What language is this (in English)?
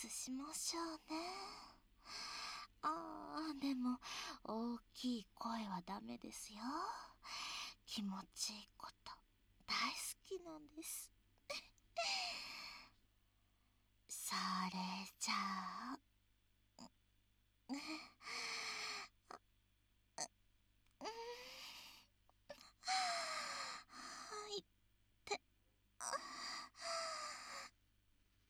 Japanese